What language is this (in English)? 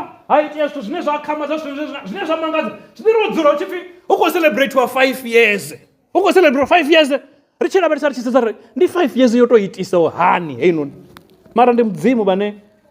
Venda